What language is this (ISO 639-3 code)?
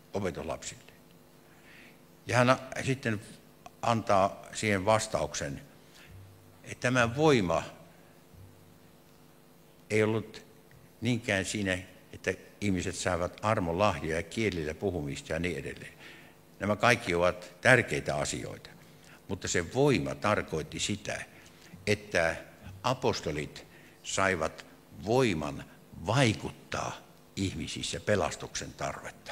fin